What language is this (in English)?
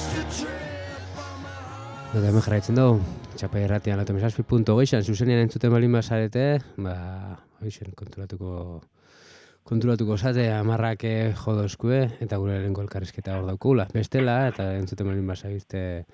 Basque